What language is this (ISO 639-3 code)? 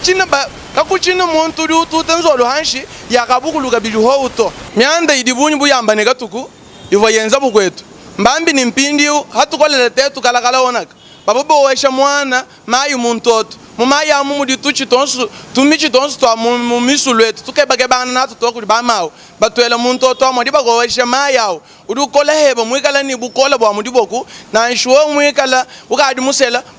lua